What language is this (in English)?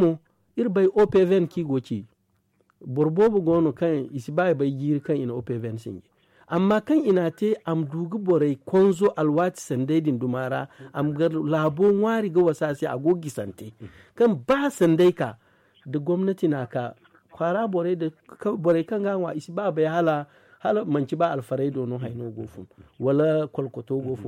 Zarma